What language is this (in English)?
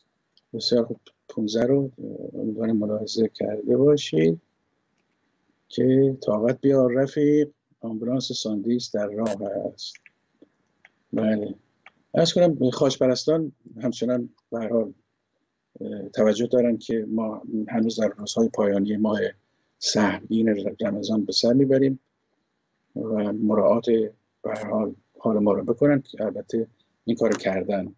Persian